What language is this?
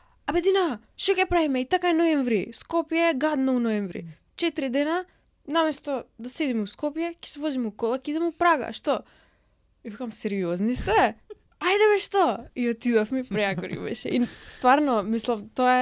Macedonian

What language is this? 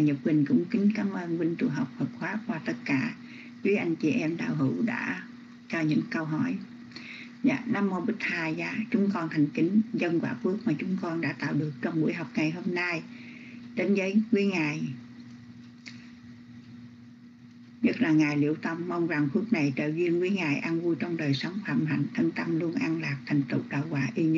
Vietnamese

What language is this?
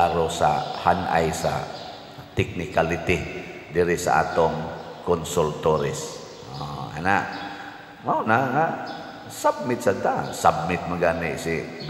Cebuano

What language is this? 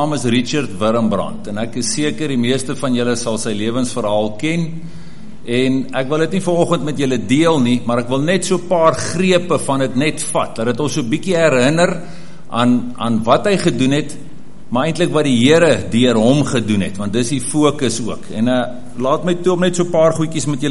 Afrikaans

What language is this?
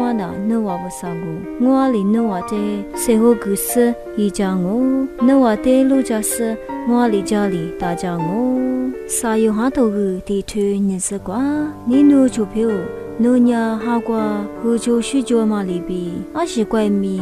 Lisu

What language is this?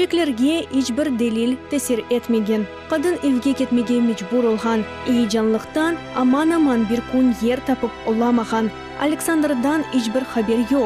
Crimean Tatar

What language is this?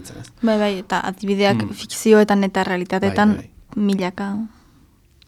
Basque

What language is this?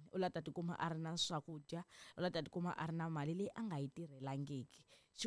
Tsonga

